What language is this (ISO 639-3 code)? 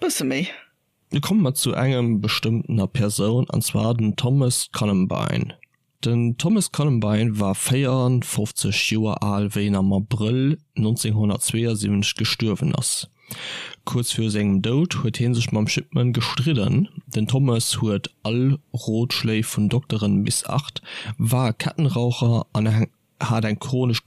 ltz